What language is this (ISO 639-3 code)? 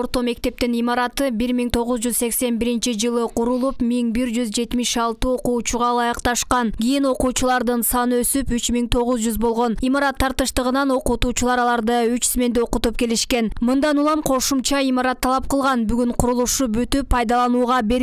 kir